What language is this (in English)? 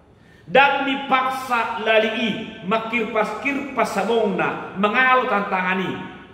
Batak Toba